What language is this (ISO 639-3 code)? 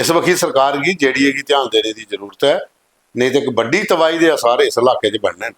doi